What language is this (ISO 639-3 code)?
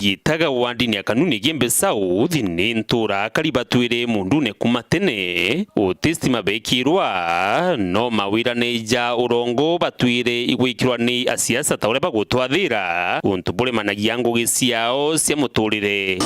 mer